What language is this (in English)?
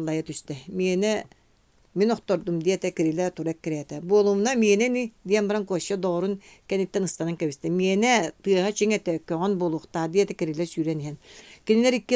Yakut